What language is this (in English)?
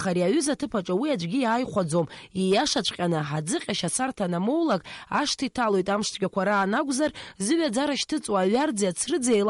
Abkhazian